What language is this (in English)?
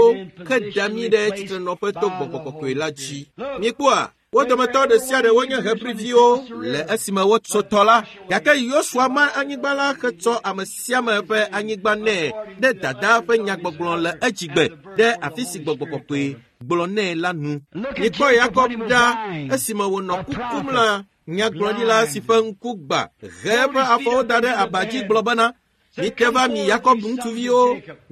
Ewe